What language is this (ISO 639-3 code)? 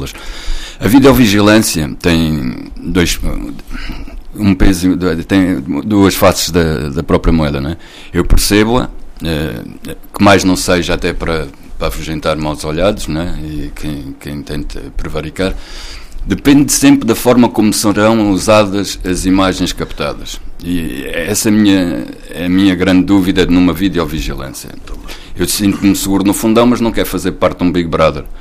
por